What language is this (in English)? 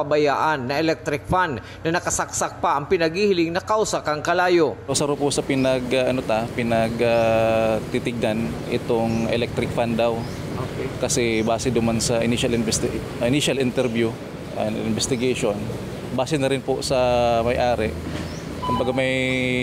Bikol